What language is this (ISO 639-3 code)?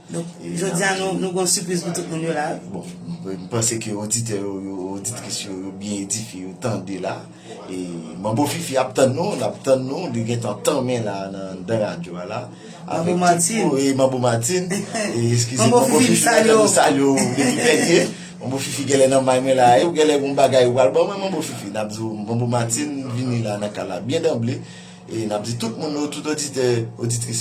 hat